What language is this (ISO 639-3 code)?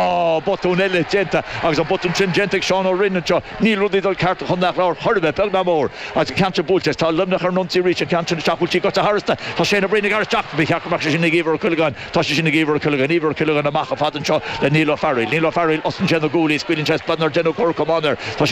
gle